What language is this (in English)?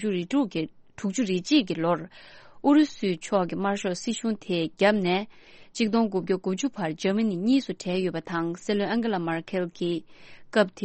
Tibetan